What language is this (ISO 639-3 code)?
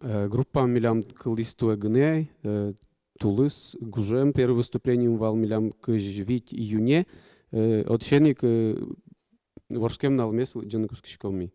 udm